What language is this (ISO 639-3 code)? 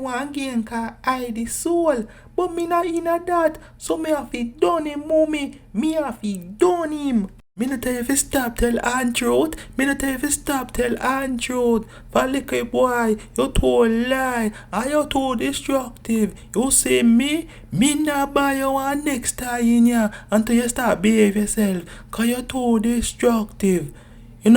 jam